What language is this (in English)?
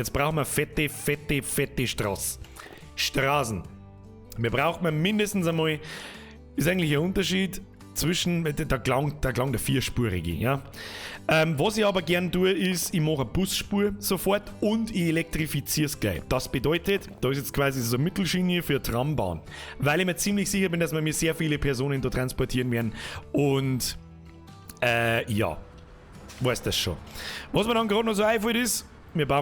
Bavarian